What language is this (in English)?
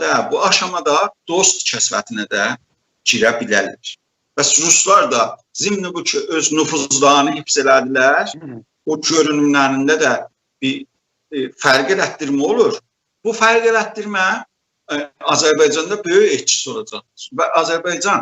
South Azerbaijani